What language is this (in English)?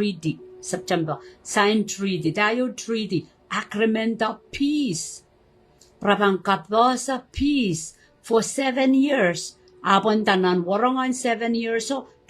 Pohnpeian